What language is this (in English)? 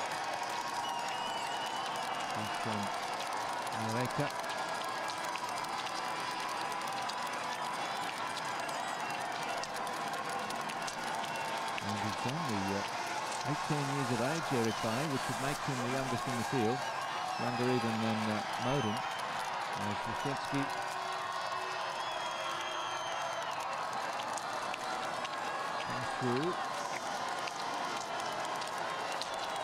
English